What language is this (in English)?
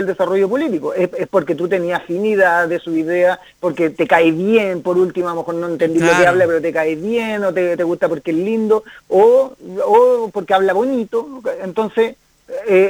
Spanish